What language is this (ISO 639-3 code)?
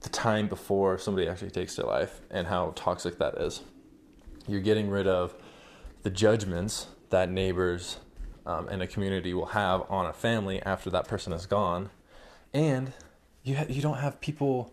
eng